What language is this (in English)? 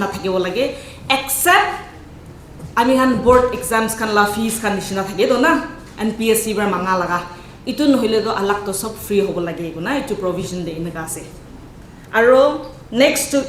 Naga Pidgin